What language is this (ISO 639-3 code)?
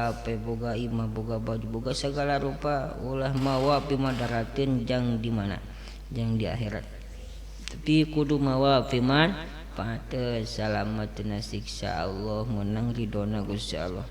sun